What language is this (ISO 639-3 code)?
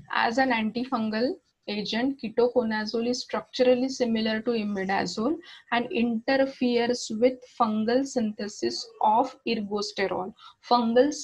mar